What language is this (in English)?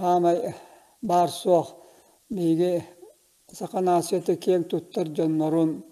Yakut